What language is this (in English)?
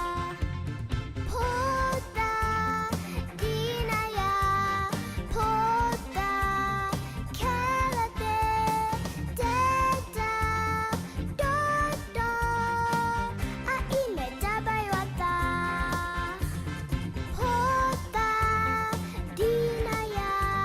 S'gaw Karen